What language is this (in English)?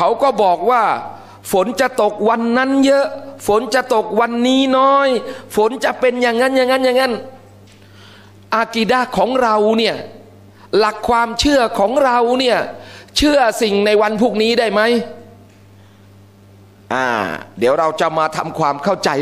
Thai